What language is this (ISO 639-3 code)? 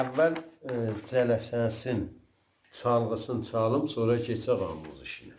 azb